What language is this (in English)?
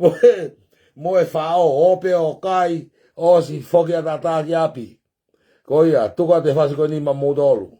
Tongan